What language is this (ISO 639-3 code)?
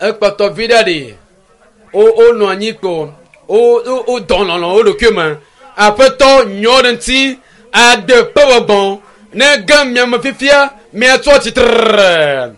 ewe